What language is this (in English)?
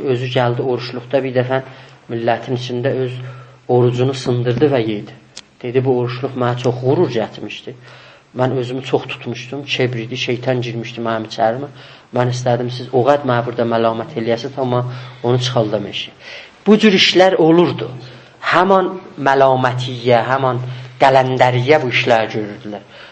South Azerbaijani